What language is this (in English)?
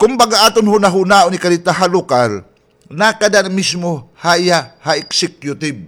Waray